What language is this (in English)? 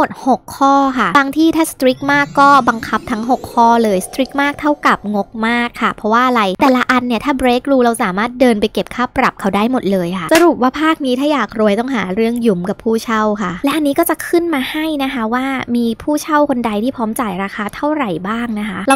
Thai